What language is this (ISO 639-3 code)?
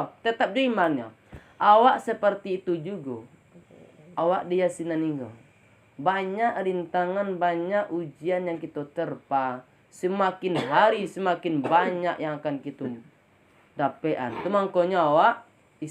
min